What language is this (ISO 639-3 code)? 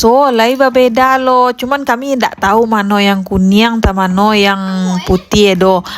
min